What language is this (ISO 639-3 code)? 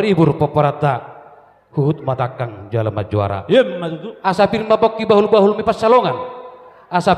bbc